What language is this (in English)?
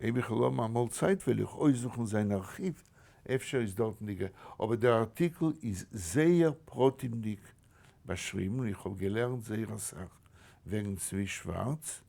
Yiddish